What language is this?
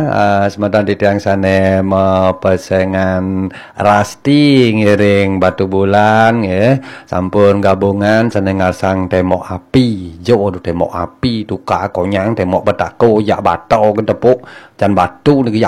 Balinese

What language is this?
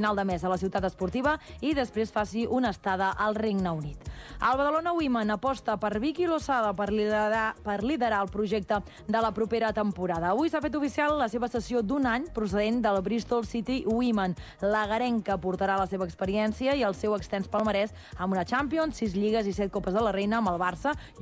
Catalan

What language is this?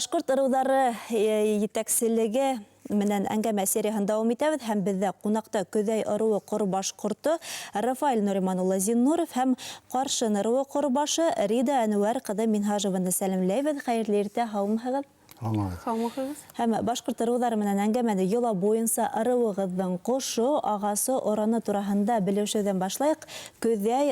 Bashkir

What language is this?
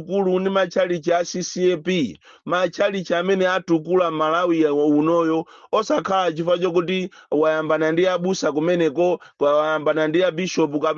Nyanja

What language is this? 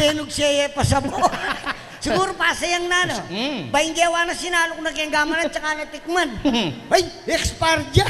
Pampanga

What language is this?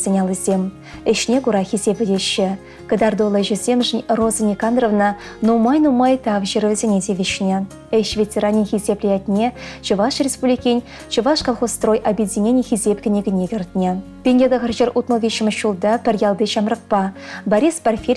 Chuvash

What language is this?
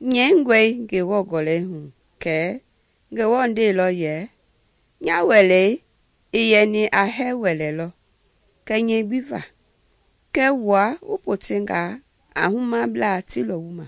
Mende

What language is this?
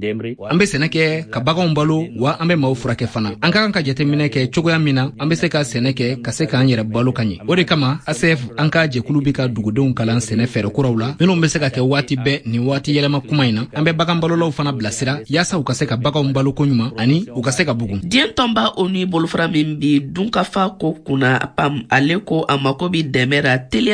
Bambara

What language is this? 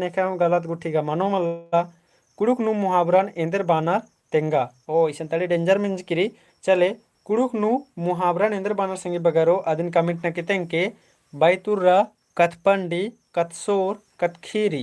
Kurukh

